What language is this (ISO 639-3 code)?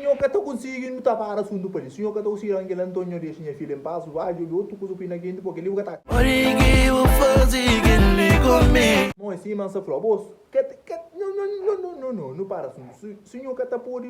kea